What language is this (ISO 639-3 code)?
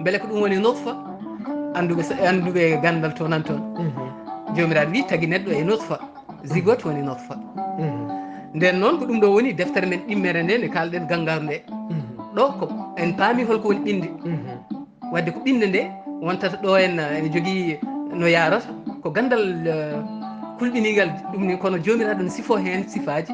ful